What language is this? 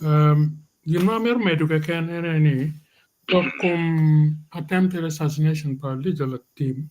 Acoli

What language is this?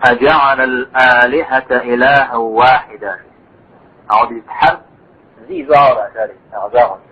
Kabardian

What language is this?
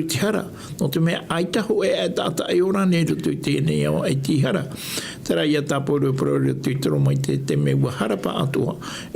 Tahitian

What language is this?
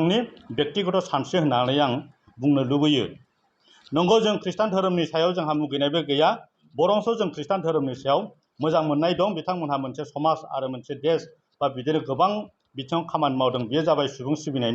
Bodo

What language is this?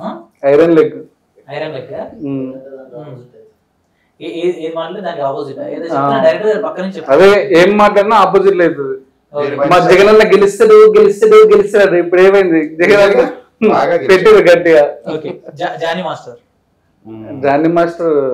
Telugu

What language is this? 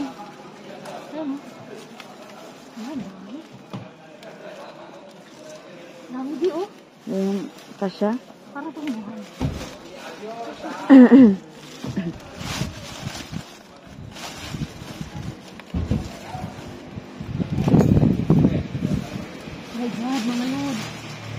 Filipino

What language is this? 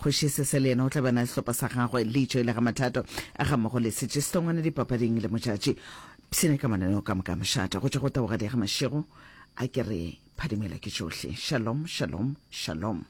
Northern Sotho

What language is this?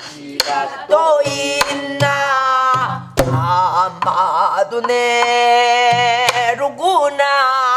Korean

